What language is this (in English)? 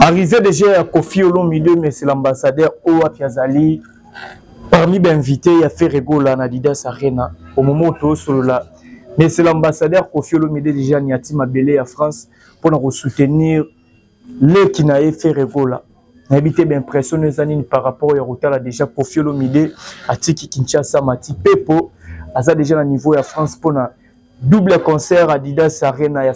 Lingala